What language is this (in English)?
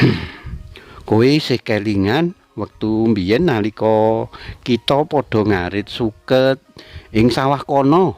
Javanese